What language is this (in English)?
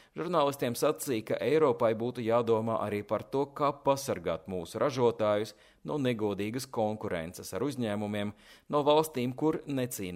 Latvian